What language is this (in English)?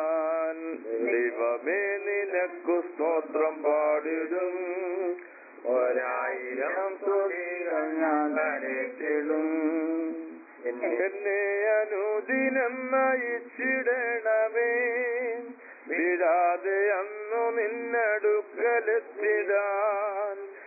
Malayalam